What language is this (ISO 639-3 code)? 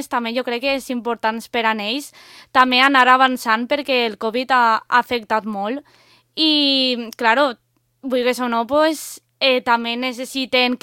cat